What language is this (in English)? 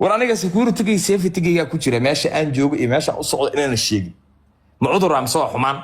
Somali